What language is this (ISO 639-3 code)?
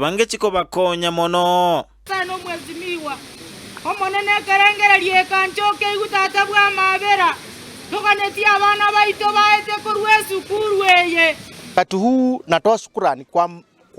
guz